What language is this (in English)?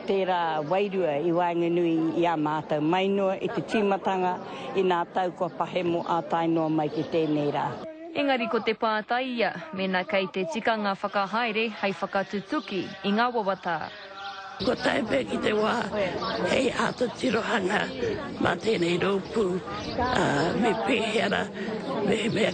Māori